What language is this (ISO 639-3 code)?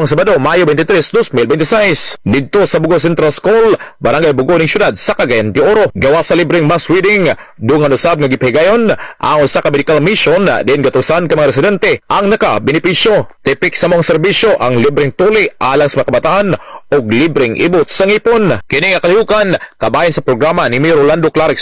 ceb